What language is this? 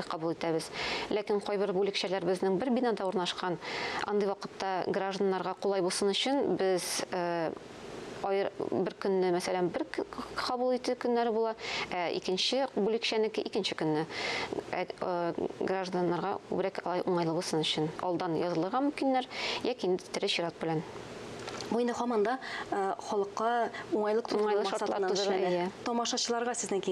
Tatar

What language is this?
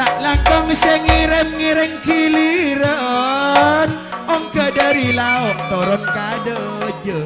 Madurese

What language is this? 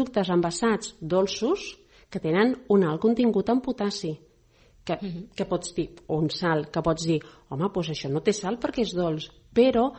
Catalan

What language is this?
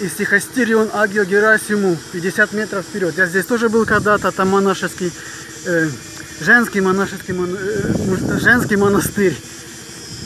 Russian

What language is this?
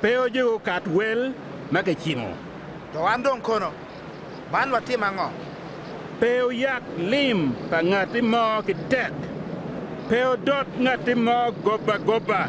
Acoli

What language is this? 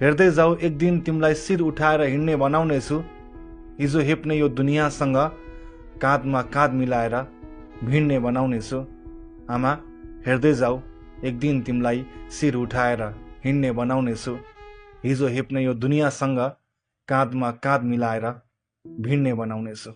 Nepali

